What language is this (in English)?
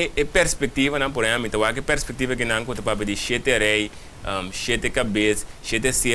Papiamento